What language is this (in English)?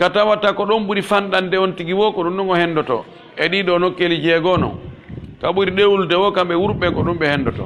Pular